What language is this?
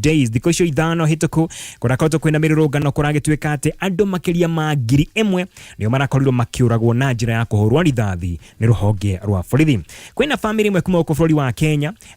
Kikuyu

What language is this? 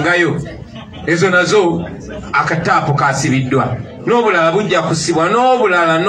Ganda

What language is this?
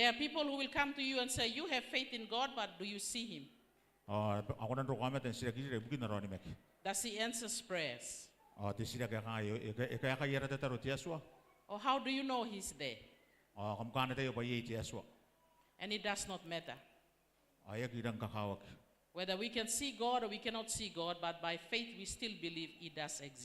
Gilbertese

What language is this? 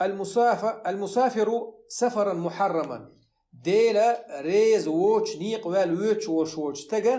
Chechen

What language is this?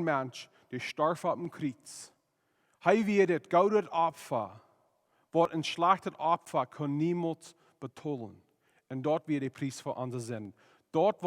Plautdietsch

